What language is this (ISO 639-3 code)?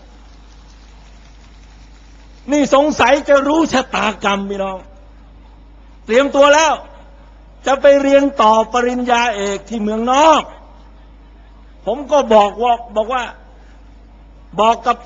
tha